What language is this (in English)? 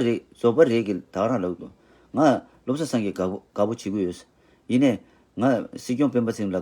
Tibetan